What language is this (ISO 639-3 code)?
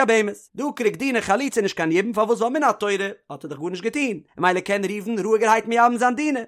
yid